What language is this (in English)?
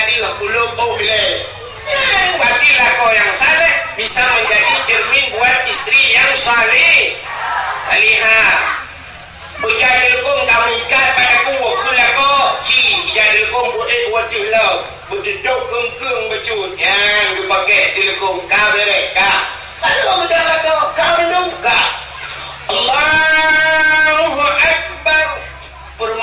Achinese